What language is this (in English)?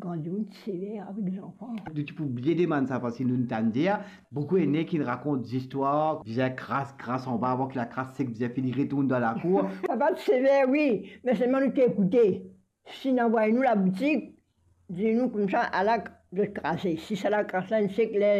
Morisyen